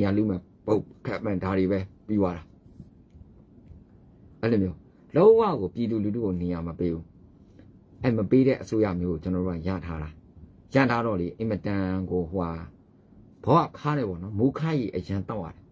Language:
Burmese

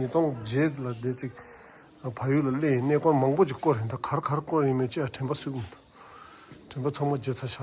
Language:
Tibetan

